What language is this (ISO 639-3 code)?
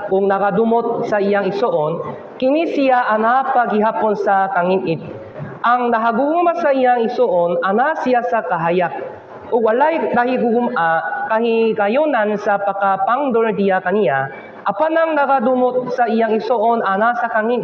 ceb